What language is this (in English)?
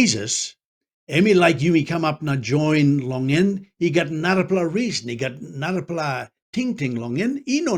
Tok Pisin